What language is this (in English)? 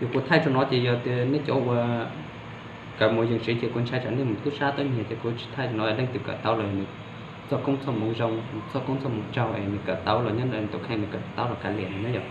Hmong